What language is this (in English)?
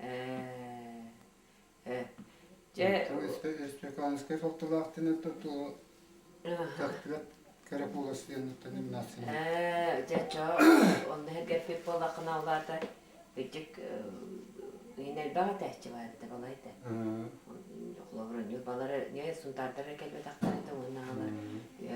Yakut